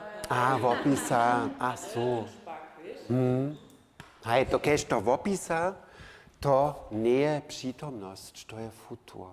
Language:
Upper Sorbian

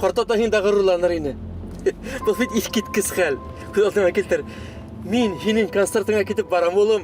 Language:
Bashkir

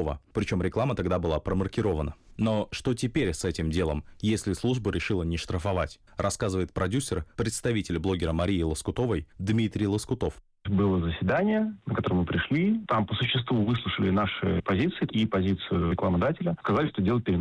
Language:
Russian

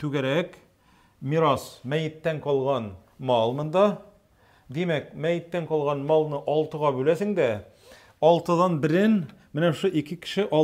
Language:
Tatar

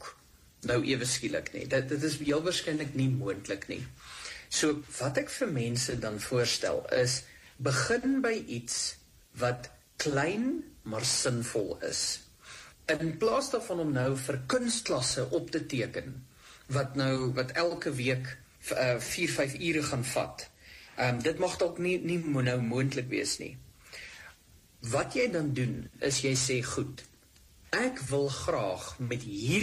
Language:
Afrikaans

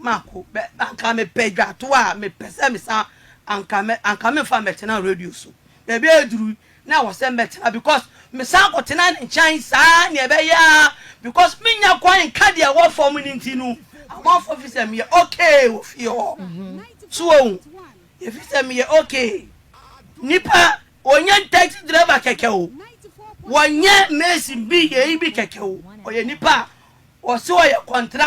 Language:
Akan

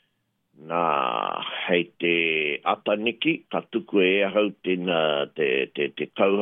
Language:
Māori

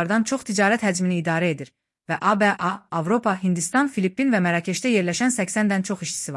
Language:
Azerbaijani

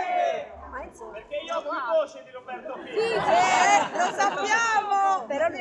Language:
Italian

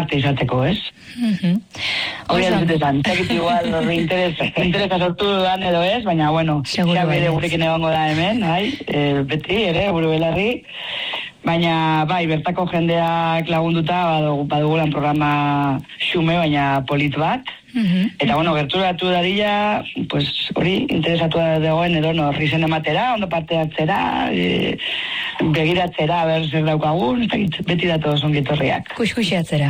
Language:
Basque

